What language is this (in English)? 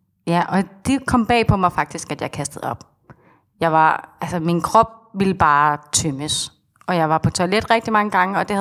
Danish